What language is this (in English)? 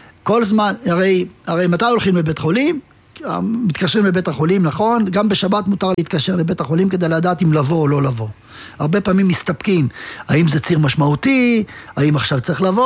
Hebrew